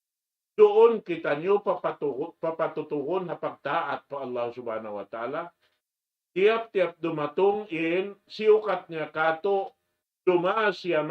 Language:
Tausug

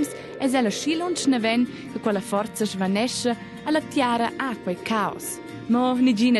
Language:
Romansh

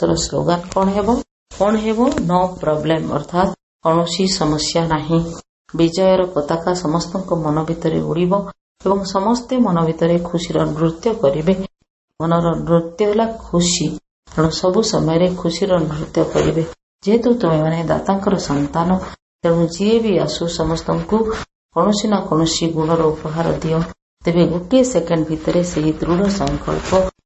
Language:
Odia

